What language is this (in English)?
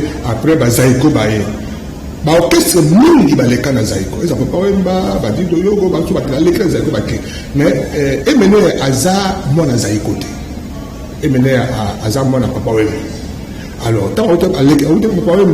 Lingala